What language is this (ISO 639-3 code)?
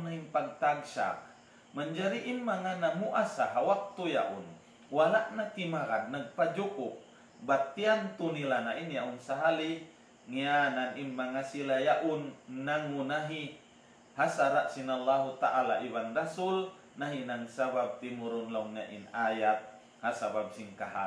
tsg